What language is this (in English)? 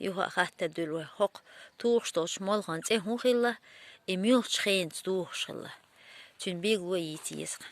Chechen